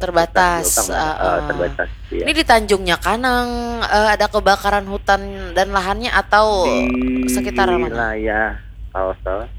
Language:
Banjar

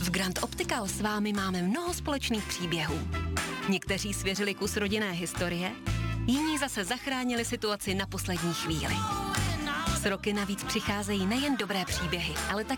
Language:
Czech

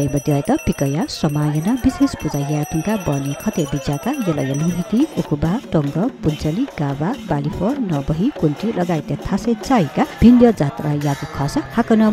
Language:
Newari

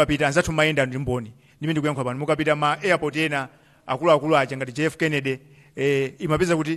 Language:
Nyanja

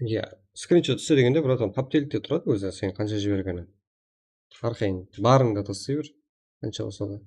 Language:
Kara-Kalpak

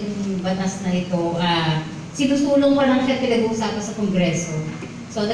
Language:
Filipino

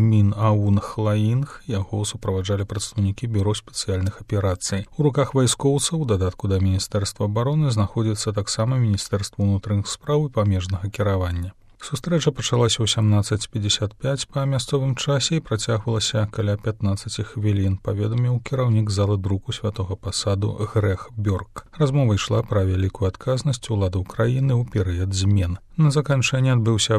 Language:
Belarusian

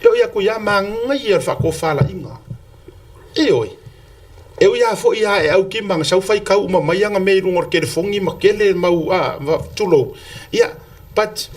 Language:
Samoan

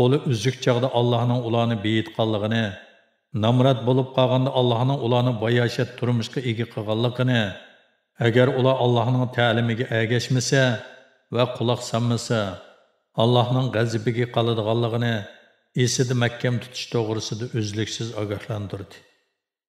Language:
Uyghur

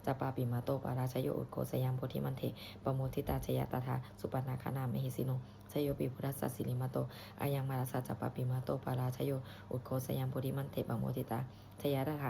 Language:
Pali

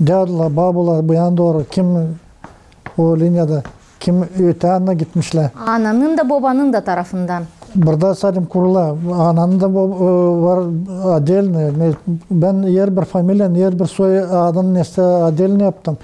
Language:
Gagauz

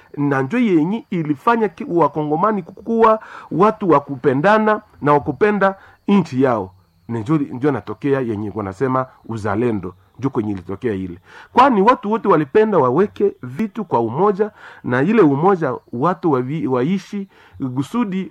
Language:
Swahili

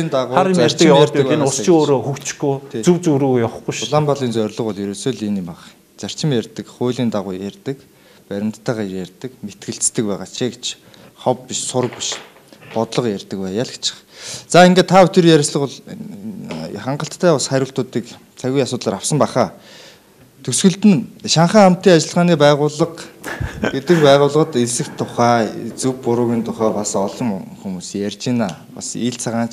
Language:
Mongolian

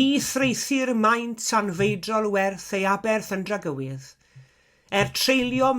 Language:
Welsh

